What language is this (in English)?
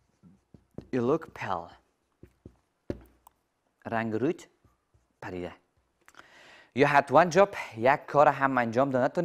Persian